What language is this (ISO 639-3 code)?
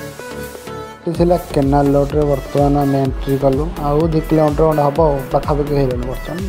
ori